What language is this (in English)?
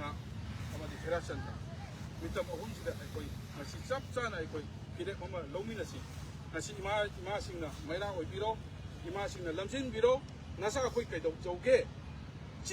Manipuri